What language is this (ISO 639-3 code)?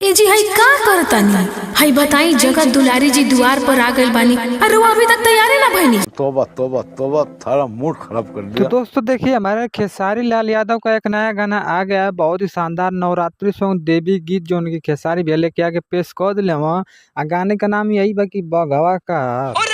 bho